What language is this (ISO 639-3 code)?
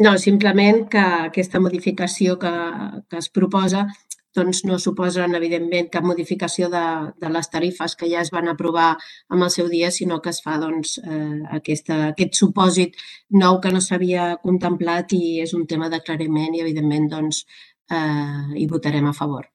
cat